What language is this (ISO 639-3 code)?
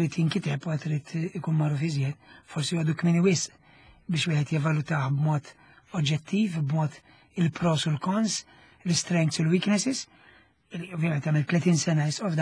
mlt